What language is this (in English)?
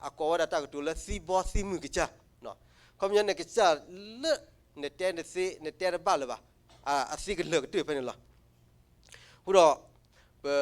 S'gaw Karen